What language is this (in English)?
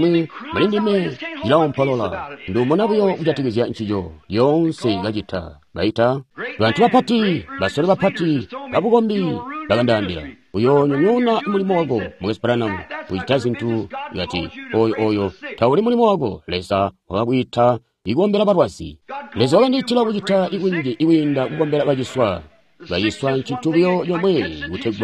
Tonga (Zambia)